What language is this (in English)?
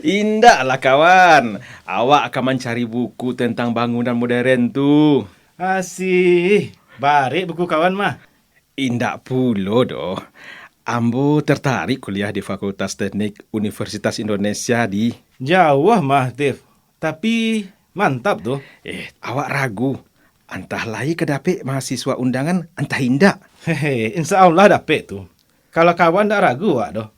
Minangkabau